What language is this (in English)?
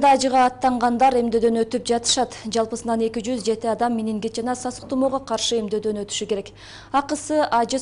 Kyrgyz